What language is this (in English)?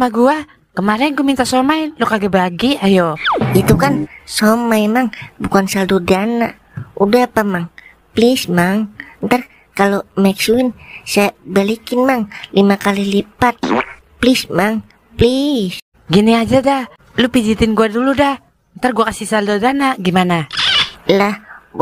Betawi